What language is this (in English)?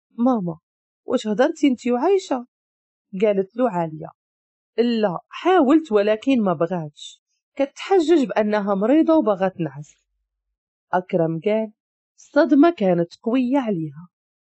Moroccan Arabic